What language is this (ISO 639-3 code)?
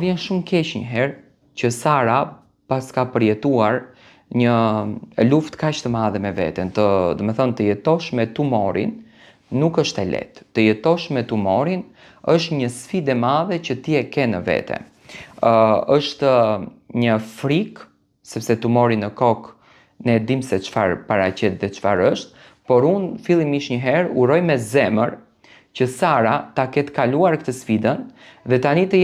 sqi